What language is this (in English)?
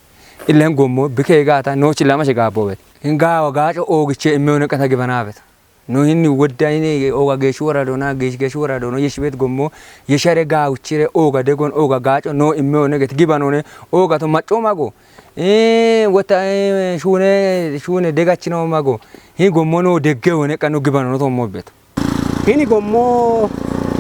Kafa